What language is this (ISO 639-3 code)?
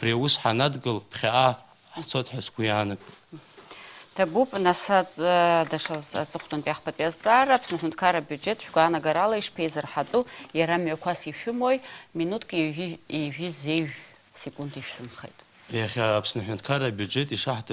abk